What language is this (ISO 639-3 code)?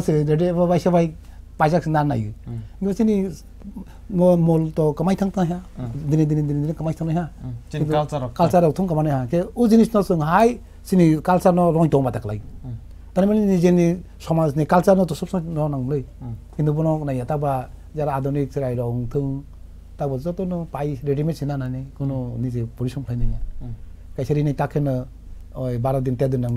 trp